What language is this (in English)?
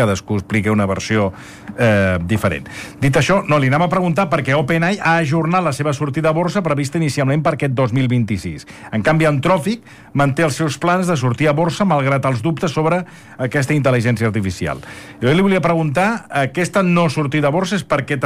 Catalan